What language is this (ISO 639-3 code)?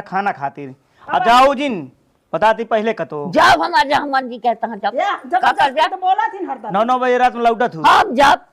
awa